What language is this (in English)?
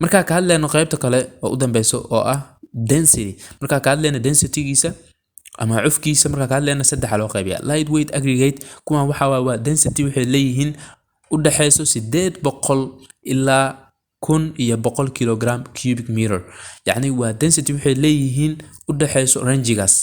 Somali